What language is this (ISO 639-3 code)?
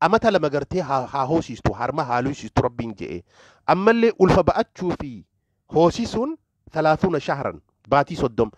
orm